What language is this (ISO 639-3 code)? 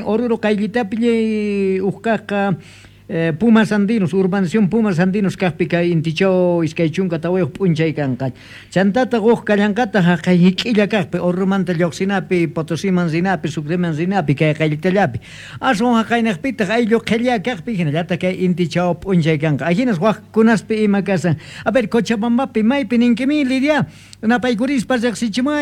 que